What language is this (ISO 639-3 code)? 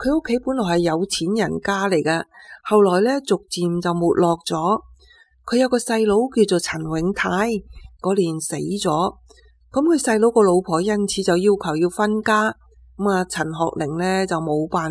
yue